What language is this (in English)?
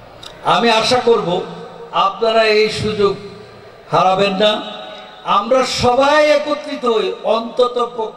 Bangla